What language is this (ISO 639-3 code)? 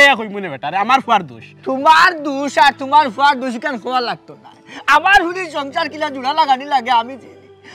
syl